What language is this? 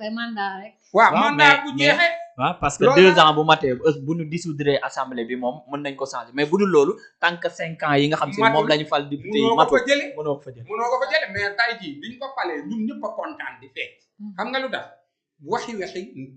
Wolof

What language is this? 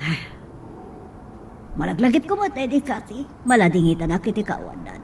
Iloko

